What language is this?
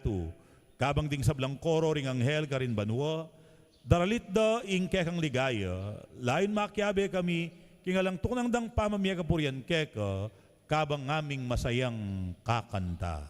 Pampanga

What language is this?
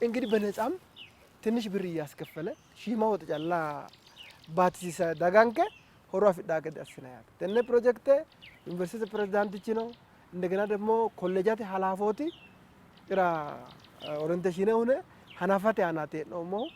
Sidamo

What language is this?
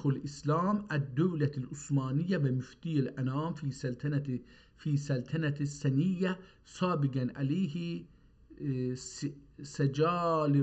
South Azerbaijani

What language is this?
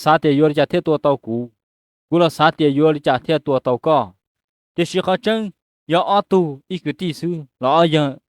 Hmong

